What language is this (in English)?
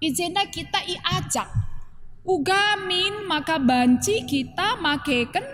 Batak Karo